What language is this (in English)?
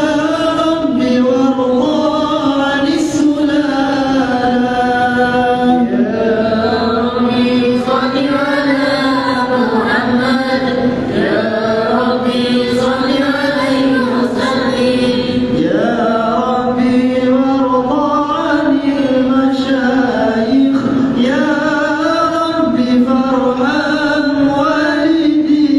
Malay